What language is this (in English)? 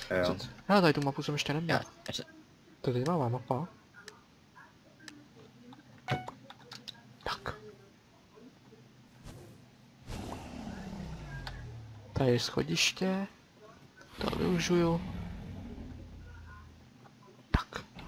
Czech